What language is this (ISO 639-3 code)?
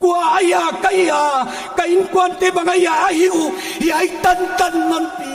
pck